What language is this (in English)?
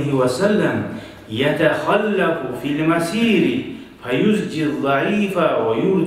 Kumyk